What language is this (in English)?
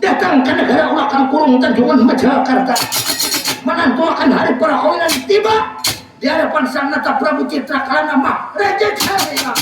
Banjar